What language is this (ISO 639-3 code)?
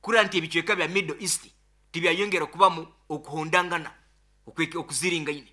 nyo